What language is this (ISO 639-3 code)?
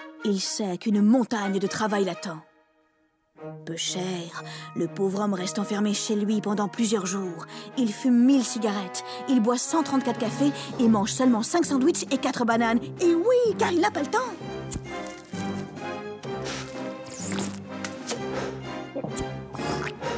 fra